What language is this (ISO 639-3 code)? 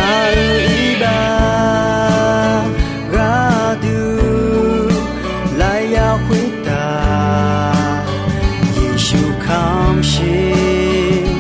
ahk